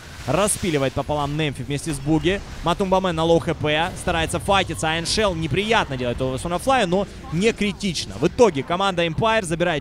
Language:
Russian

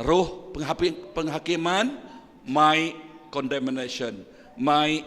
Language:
Iban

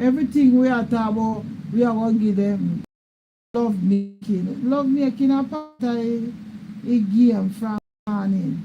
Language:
Jamaican Creole English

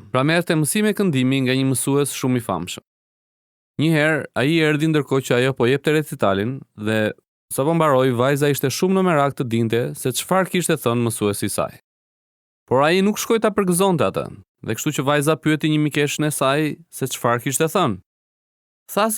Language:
Albanian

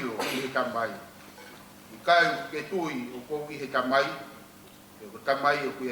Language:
Tongan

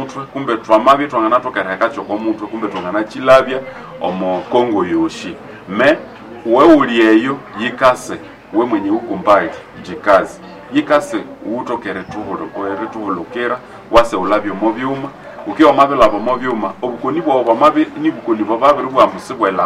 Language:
Nande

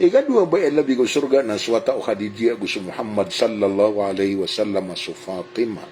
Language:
Maranao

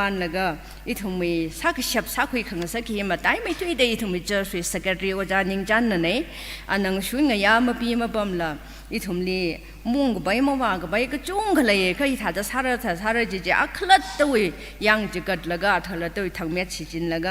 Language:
Tangkhul Naga (India)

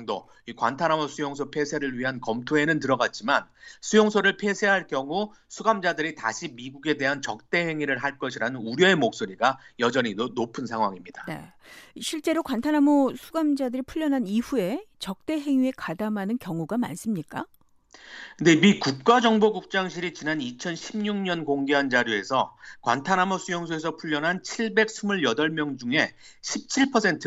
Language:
Korean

